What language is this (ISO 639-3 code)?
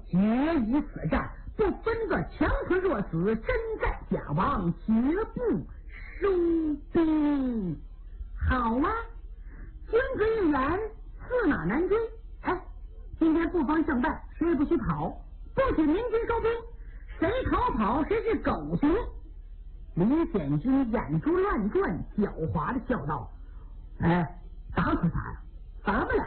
zho